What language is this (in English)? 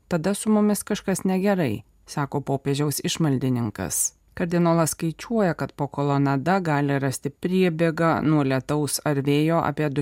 Lithuanian